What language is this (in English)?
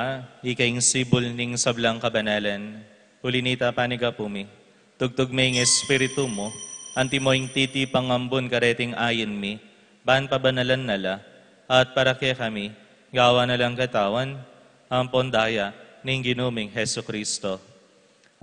Pampanga